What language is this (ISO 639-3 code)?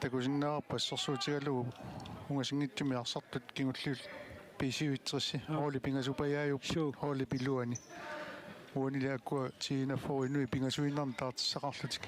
kal